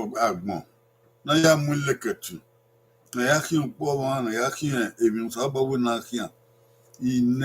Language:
Bini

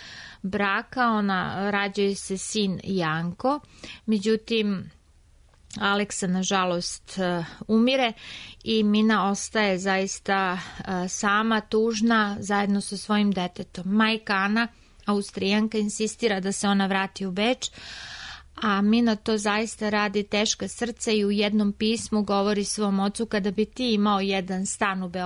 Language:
Serbian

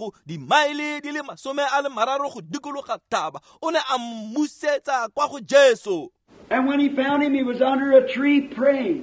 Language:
Tswana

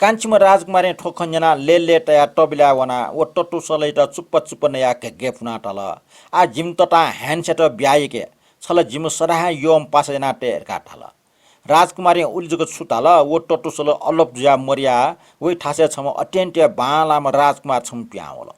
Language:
Newari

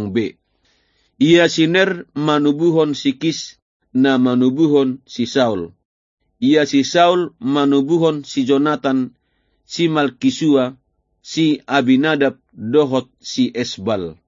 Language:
Batak Toba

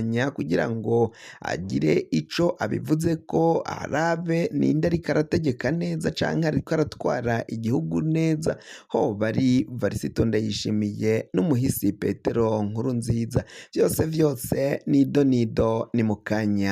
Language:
Rundi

